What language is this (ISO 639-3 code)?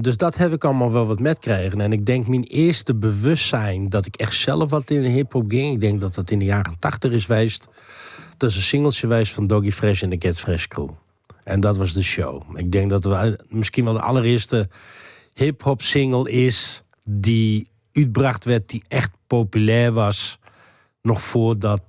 fry